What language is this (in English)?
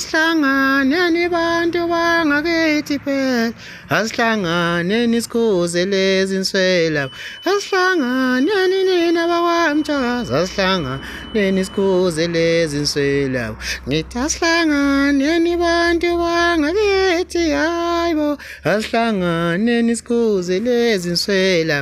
Zulu